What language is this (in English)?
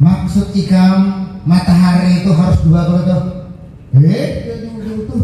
Banjar